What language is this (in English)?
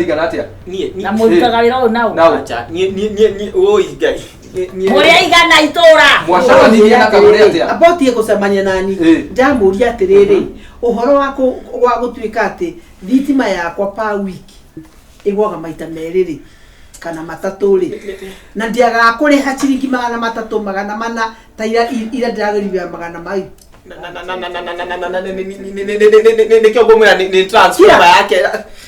Kikuyu